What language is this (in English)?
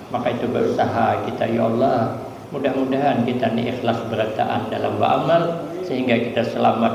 Banjar